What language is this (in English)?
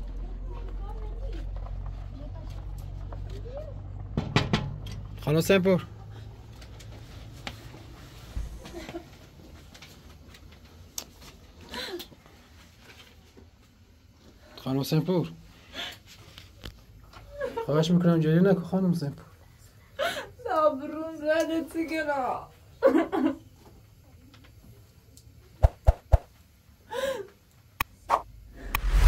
Persian